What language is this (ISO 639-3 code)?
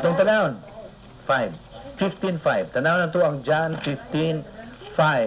ceb